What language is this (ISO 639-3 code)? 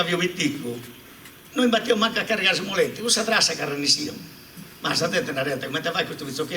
srd